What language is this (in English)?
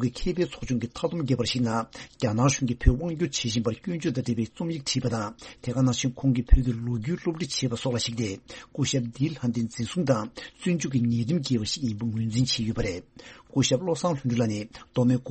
Tibetan